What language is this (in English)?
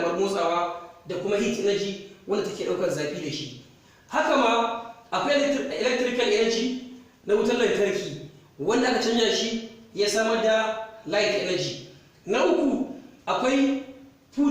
Hausa